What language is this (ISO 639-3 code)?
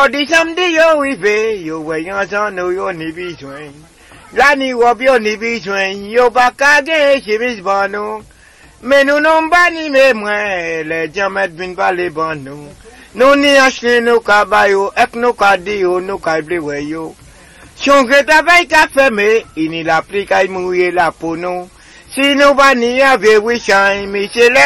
acf